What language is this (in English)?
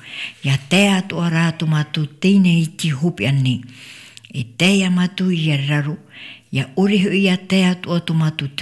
Tahitian